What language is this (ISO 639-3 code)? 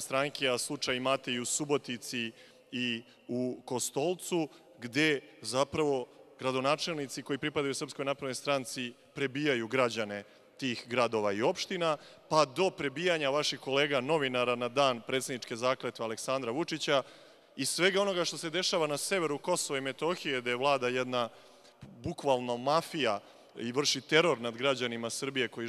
srp